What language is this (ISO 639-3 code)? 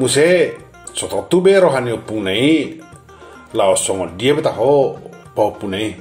bbc